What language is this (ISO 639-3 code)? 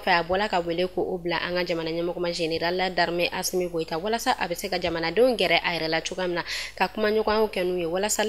bam